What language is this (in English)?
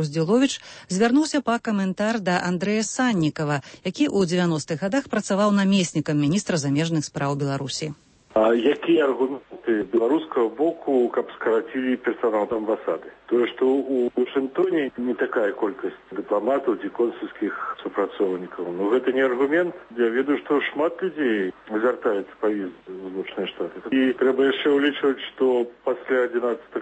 Belarusian